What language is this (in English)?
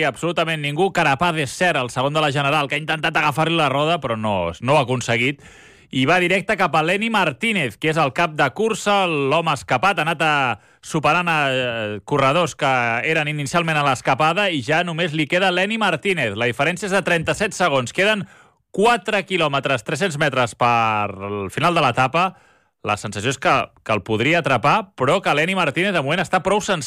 Catalan